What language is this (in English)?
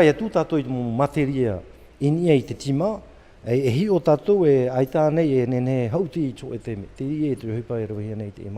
Tahitian